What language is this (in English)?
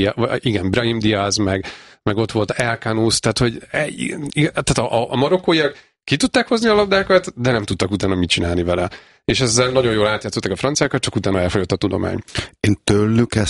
Hungarian